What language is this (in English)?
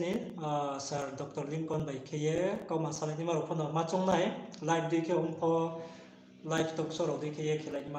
Riang (India)